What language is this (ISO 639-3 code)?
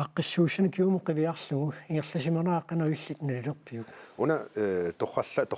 kal